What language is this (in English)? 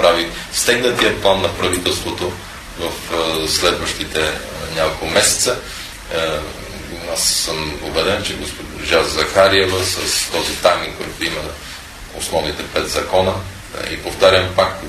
Bulgarian